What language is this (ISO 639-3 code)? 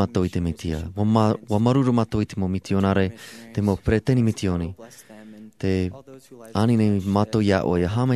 tah